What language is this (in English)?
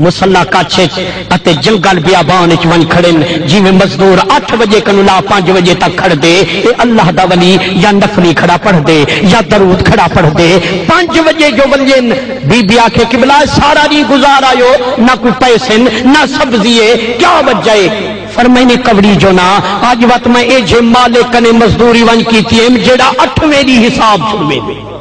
Saraiki